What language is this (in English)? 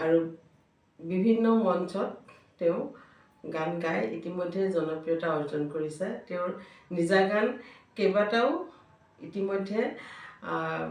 Assamese